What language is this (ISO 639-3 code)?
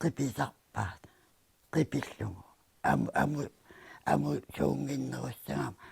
kal